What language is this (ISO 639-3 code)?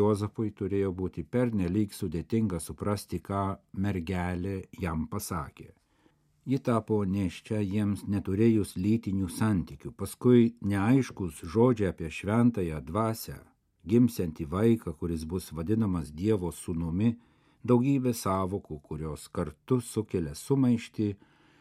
lit